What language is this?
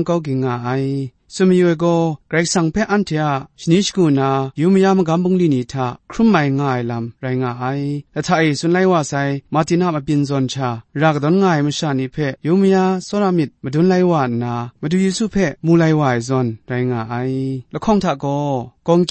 Kachin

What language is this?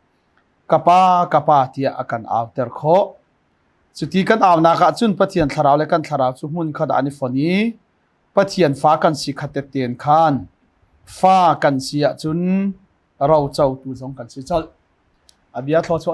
Hakha Chin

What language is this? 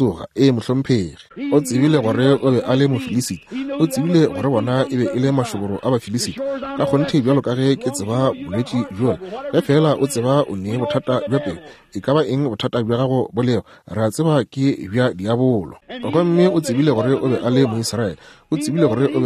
Northern Sotho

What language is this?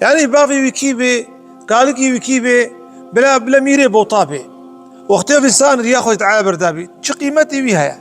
Kurdish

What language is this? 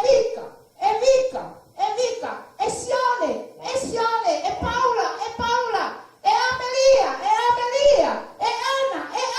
Tongan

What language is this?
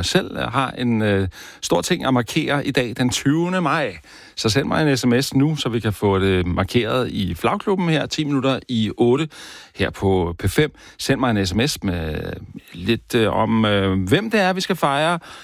Danish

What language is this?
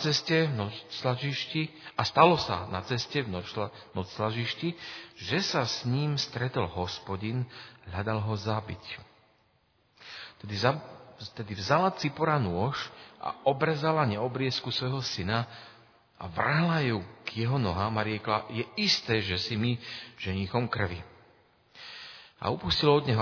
Slovak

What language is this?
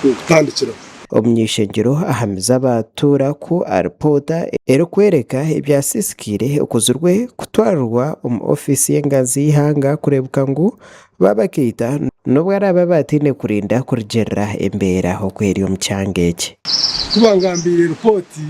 Nyankole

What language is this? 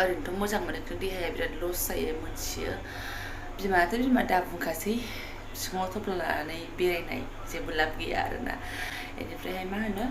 Bodo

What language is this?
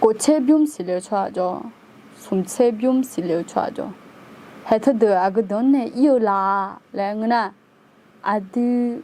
Akha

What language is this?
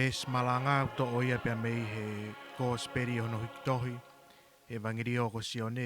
Tongan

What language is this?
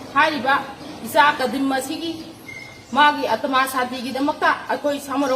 Manipuri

